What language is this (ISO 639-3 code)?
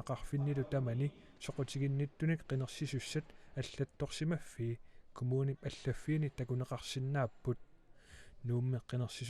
kal